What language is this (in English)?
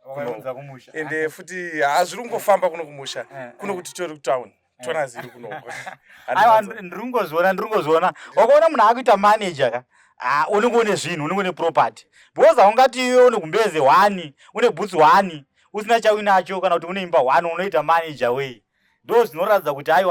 Shona